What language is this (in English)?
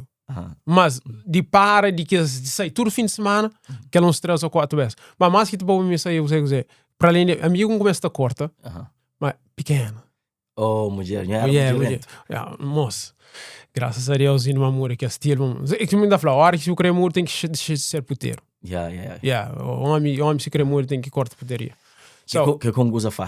Kabuverdianu